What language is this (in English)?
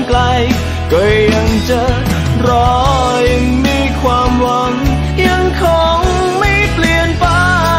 Thai